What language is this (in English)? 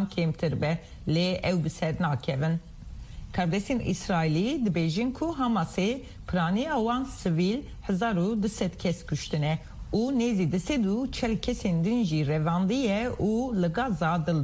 Kurdish